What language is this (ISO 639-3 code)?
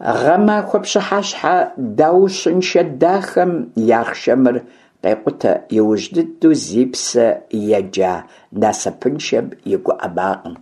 kbd